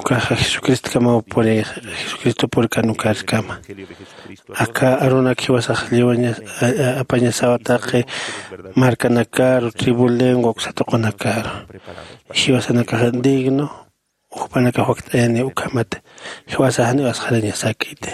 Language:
Aymara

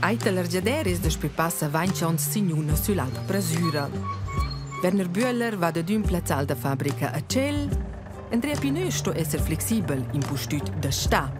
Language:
Romansh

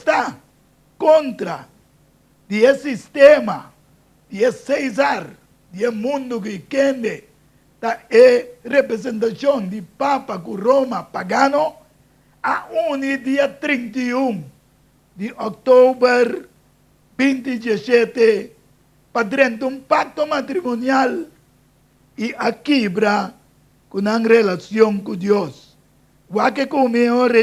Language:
Papiamento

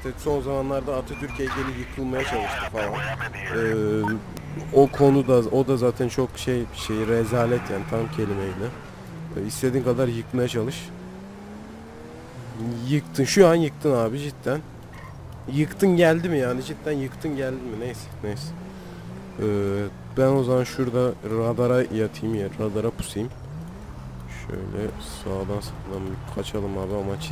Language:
Turkish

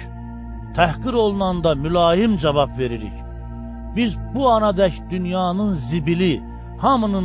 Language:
Azerbaijani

